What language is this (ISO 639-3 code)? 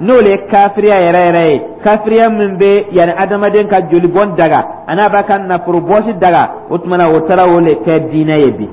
dyu